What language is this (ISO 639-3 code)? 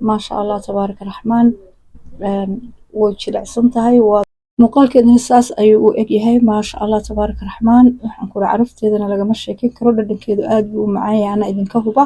som